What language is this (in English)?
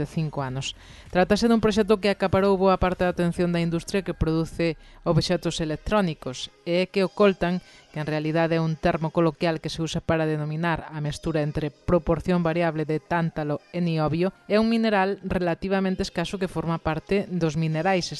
Galician